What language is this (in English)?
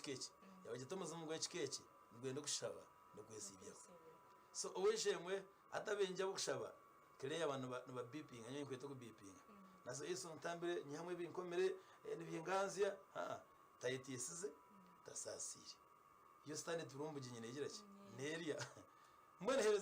Nyankole